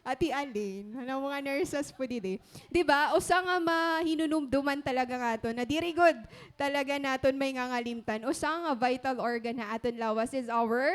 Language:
Waray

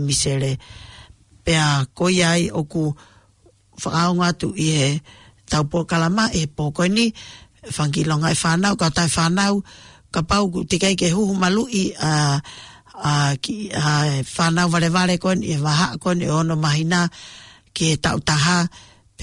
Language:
Tongan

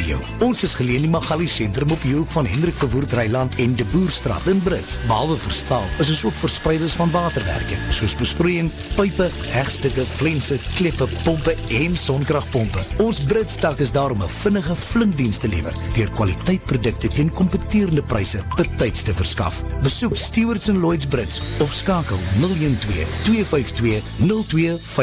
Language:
Afrikaans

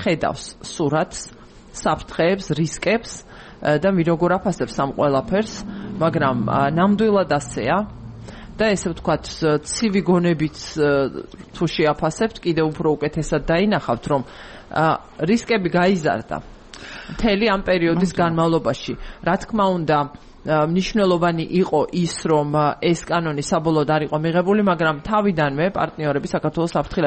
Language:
Georgian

